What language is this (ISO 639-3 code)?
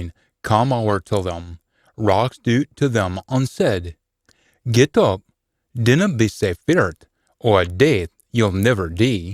sco